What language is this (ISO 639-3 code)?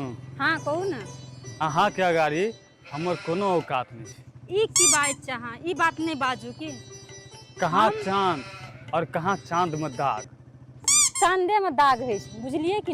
mai